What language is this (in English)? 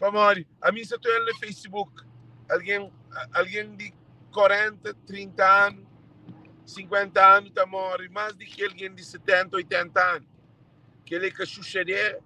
Kabuverdianu